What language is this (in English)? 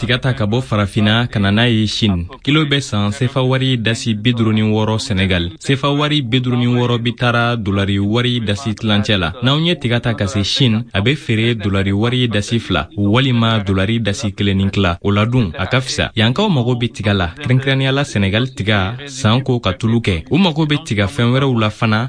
Bambara